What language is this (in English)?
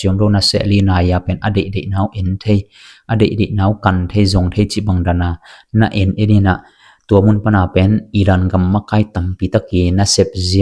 Tedim Chin